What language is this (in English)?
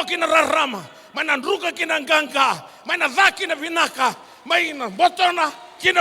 Fijian